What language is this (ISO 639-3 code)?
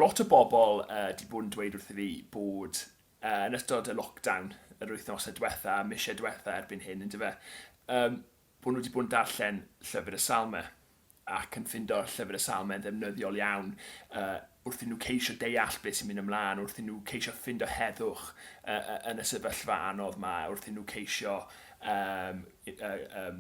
cym